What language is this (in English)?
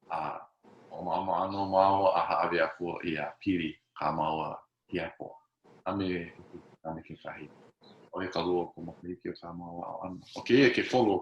Hawaiian